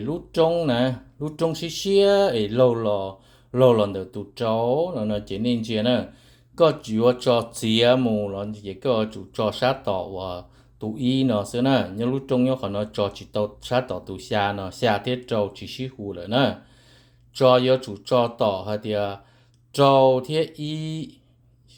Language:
Hmong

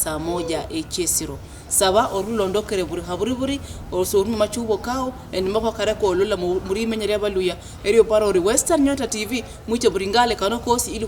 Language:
Luyia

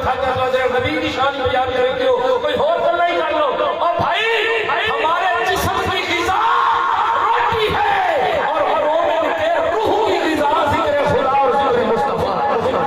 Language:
Saraiki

